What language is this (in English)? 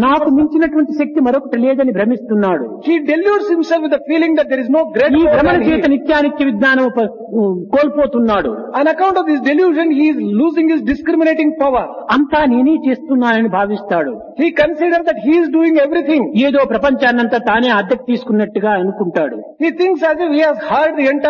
Telugu